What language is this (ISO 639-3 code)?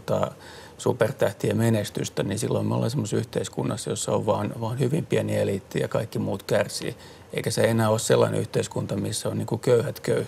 fin